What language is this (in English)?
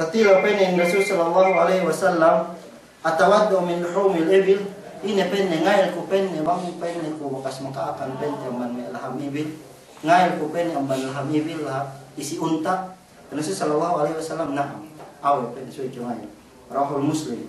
Yakan